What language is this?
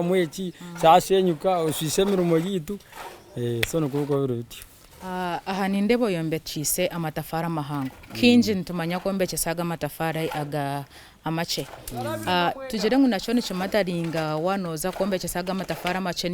Nyankole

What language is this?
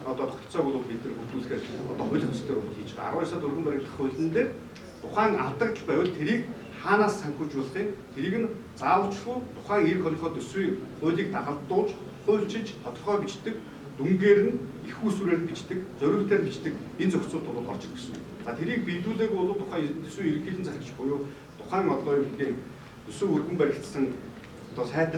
Mongolian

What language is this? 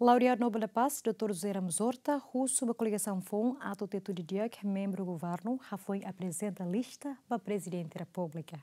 Tetum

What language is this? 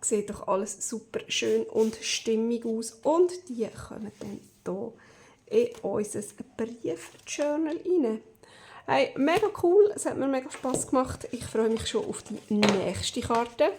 Swiss German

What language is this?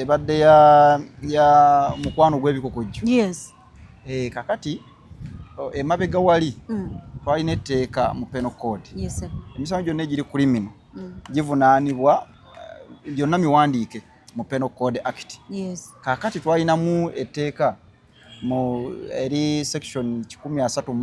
Ganda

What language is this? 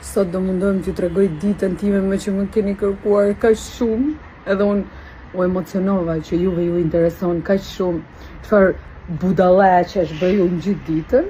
Albanian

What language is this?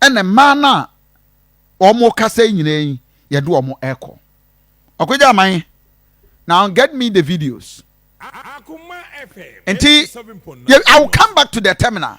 Akan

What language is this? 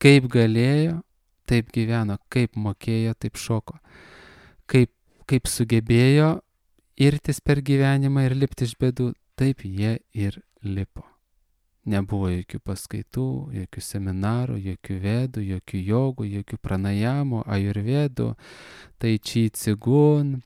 Lithuanian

